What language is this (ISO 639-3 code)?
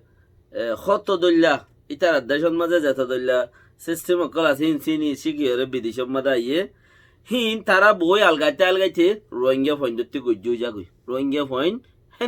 rhg